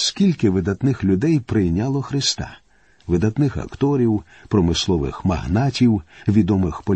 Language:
Ukrainian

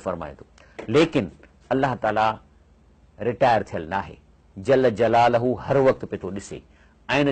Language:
Sindhi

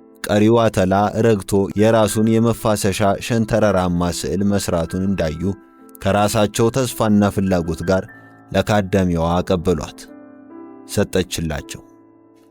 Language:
Amharic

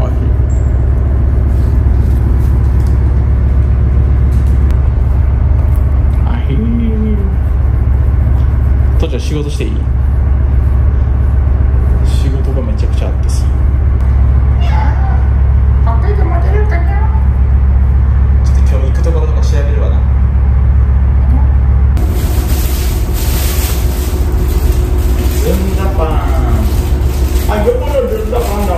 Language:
Japanese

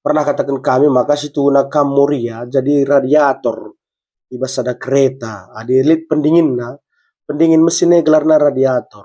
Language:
Batak Karo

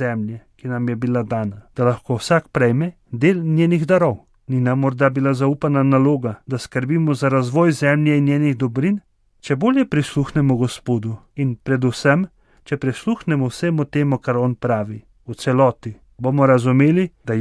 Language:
Slovenian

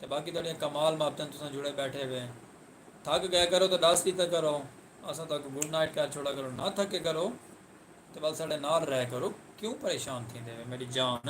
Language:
Saraiki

